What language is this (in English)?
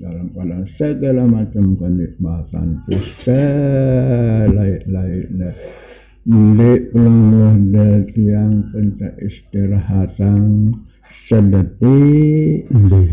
Sasak